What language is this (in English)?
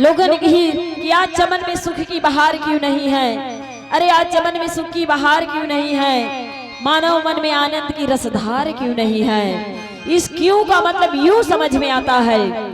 Chhattisgarhi